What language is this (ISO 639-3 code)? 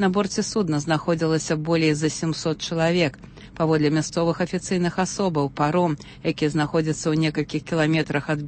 bel